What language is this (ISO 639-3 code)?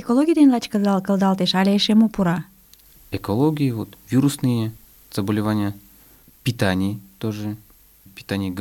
chm